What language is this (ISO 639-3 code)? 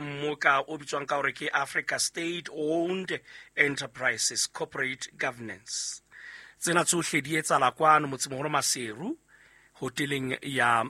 sot